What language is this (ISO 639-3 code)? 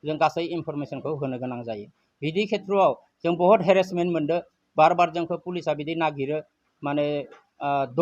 brx